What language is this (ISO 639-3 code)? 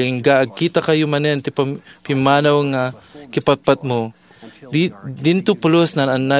ilo